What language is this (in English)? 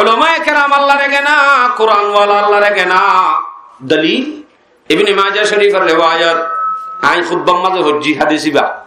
Rohingya